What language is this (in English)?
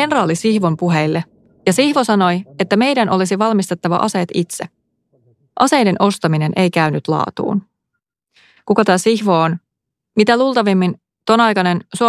Finnish